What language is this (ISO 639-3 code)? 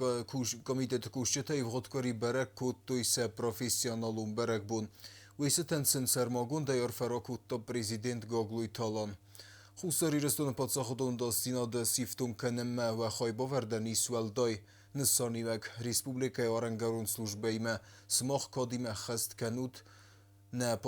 oss